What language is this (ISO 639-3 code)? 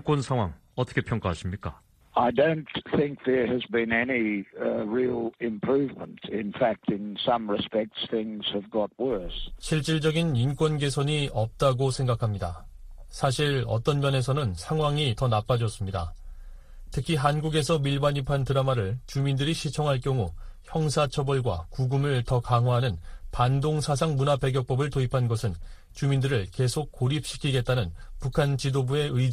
kor